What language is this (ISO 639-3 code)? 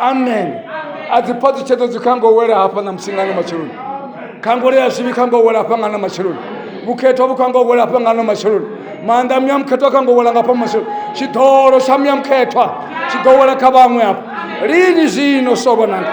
ven